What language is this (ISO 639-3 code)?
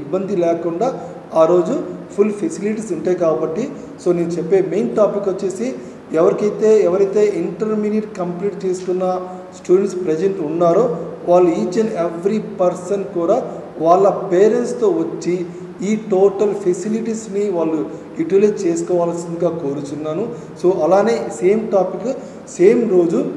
tel